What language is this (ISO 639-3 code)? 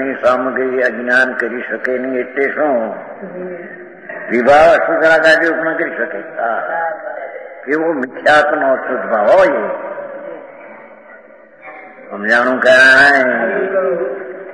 guj